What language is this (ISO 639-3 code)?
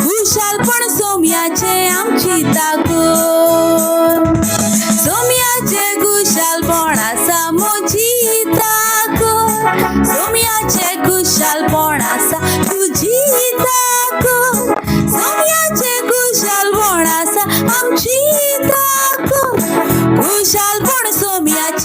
kok